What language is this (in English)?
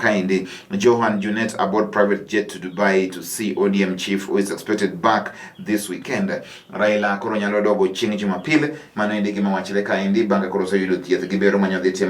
Luo (Kenya and Tanzania)